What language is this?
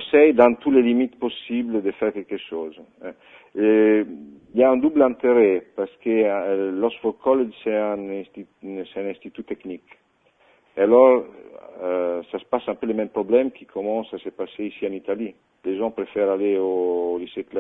French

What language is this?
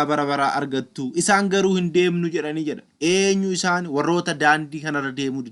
Oromo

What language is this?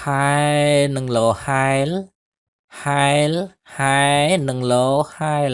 Khmer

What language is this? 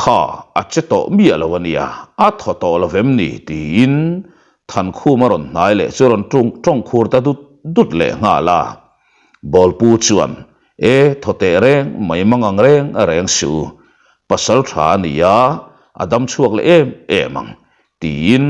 Mizo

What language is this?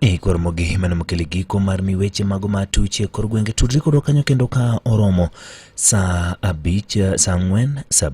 Luo (Kenya and Tanzania)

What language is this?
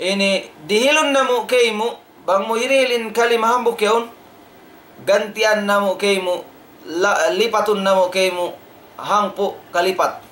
Tausug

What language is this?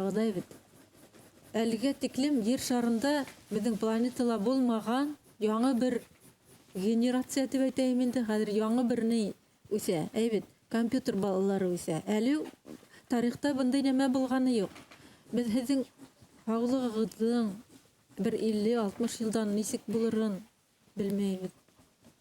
Bashkir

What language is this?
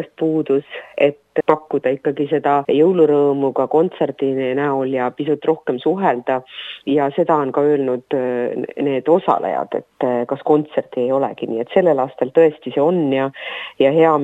Estonian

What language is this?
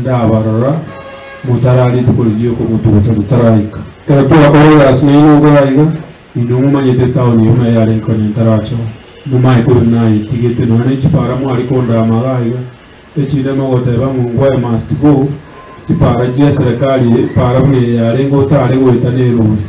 Gusii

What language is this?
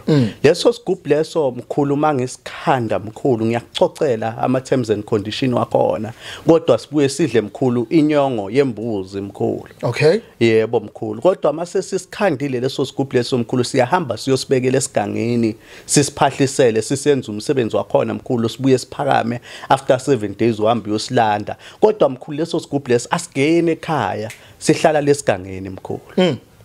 Zulu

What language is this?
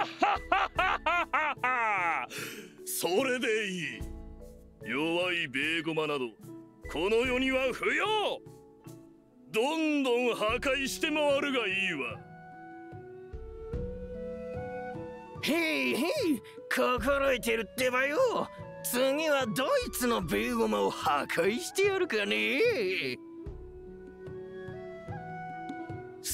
Japanese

